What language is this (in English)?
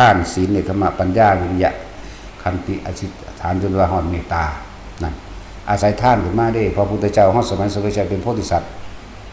Northeastern Thai